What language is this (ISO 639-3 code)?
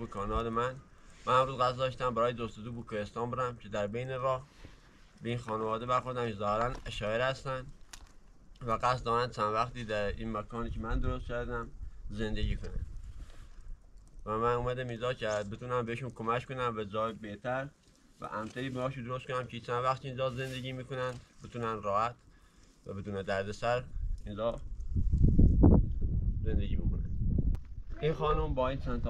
fas